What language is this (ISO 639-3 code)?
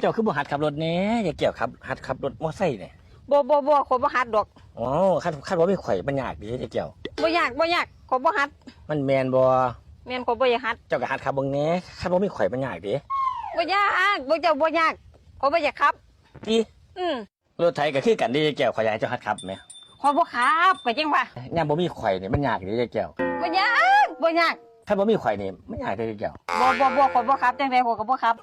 tts